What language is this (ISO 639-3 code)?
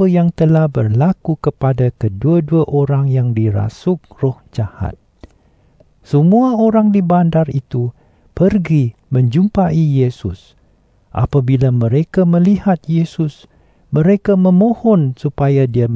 msa